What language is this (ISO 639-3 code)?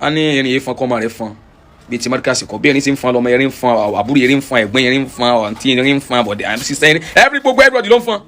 yor